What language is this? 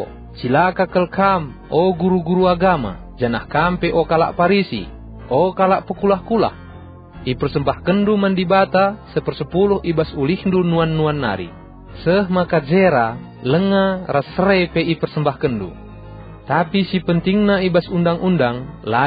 Batak Karo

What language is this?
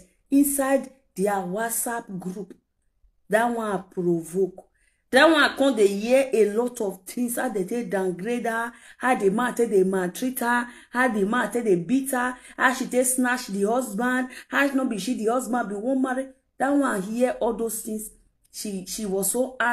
Nigerian Pidgin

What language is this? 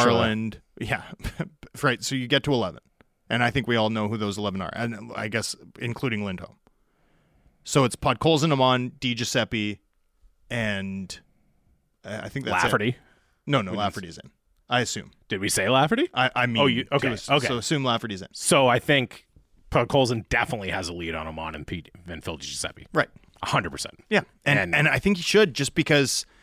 English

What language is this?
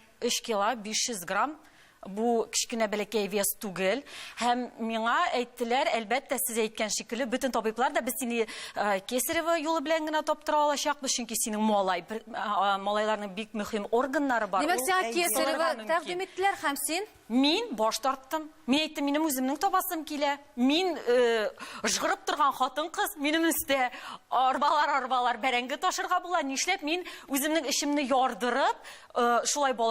Tatar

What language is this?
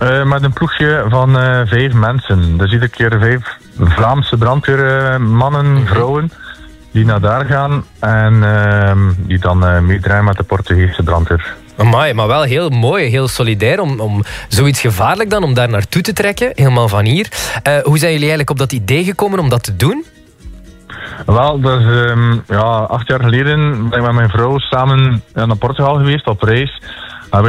Dutch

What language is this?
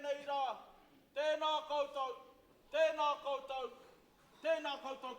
Māori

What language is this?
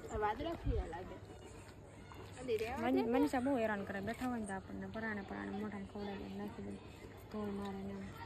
Gujarati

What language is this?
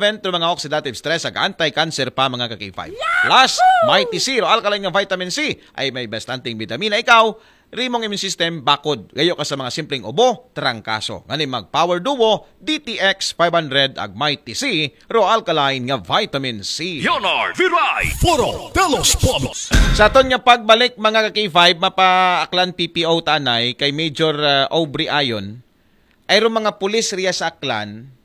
Aklanon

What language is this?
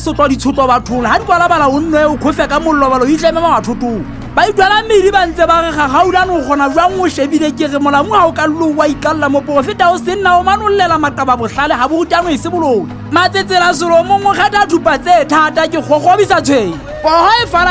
Southern Sotho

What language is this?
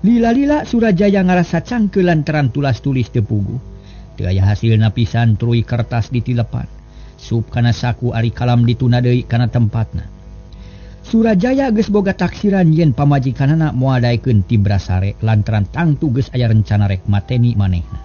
Sundanese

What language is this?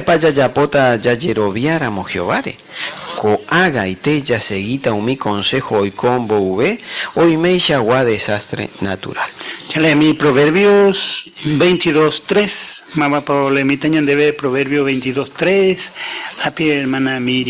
Guarani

